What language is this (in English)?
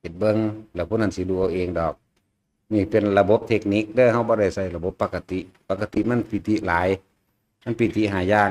Northeastern Thai